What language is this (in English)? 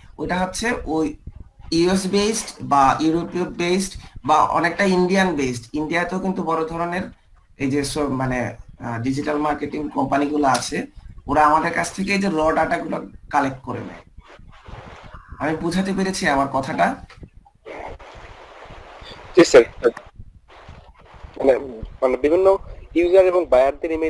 Bangla